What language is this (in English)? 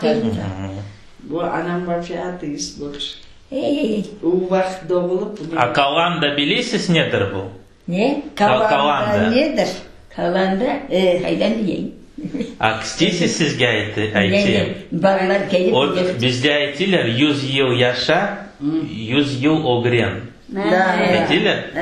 Crimean Tatar